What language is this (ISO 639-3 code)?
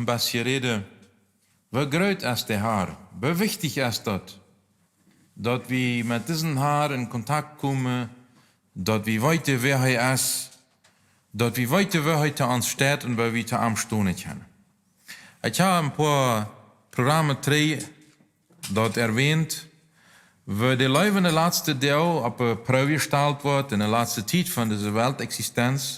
pdt